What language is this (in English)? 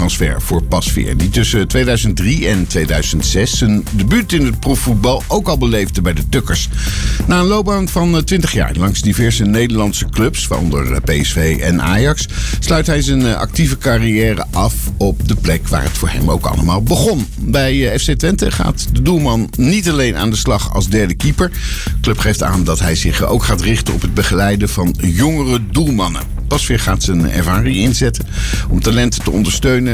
Dutch